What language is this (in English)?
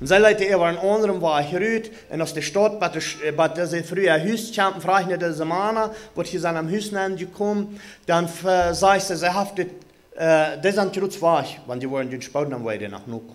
Plautdietsch